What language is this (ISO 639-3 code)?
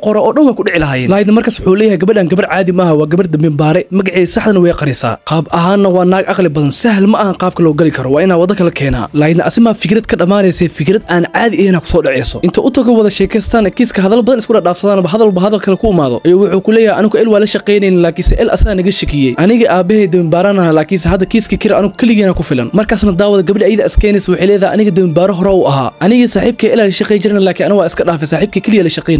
som